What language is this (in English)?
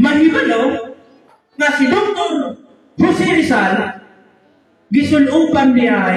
Cebuano